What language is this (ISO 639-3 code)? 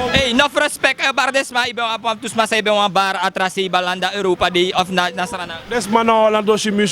srn